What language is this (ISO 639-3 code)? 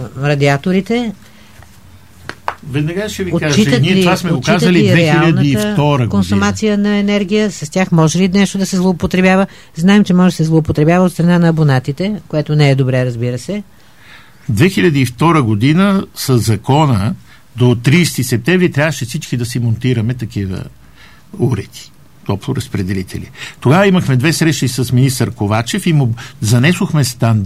bul